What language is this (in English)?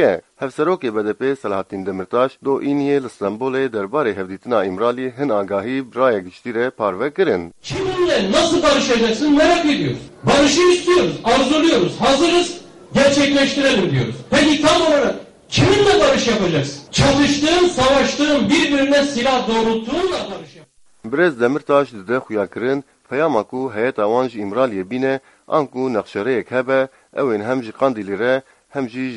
Kurdish